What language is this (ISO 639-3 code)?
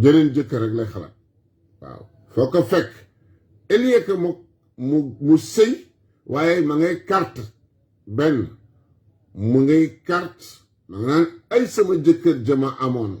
wol